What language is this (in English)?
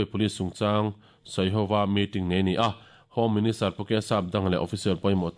Mizo